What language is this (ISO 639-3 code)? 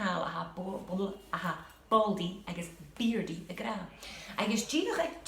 gla